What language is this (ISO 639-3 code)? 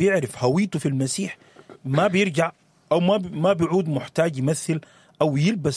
apd